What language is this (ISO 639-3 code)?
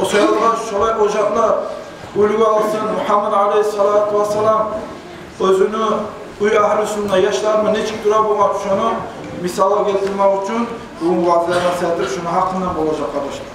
kum